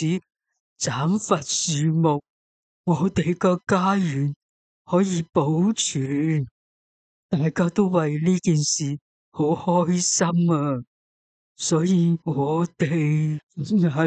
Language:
Cantonese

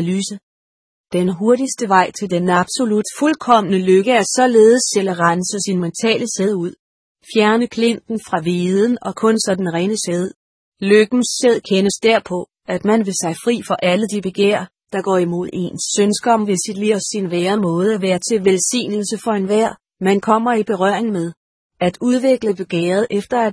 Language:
Danish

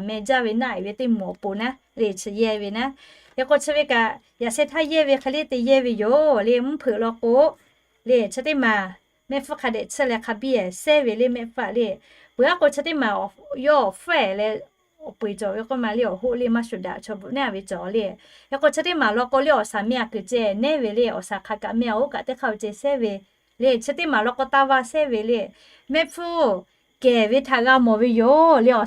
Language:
Lahu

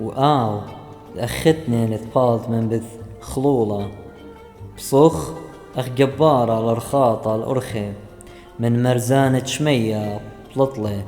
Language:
Assyrian Neo-Aramaic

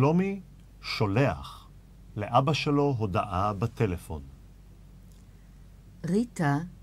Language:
Hebrew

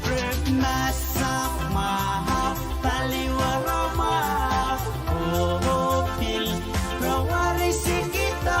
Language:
Pohnpeian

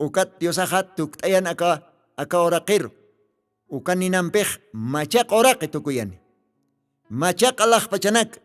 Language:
Aymara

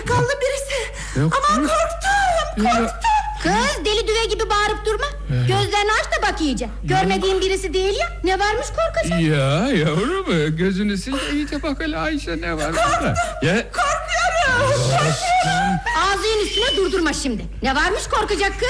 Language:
Turkish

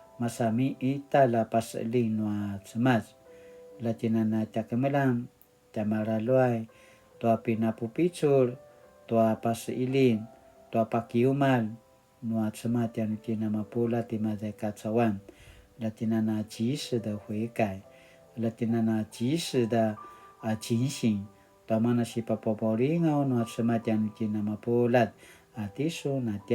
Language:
Paiwan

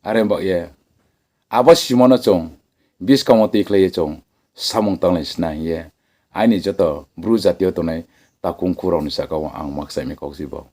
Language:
Riang (India)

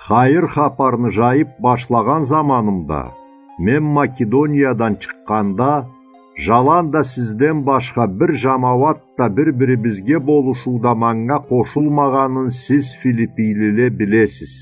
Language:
Karachay-Balkar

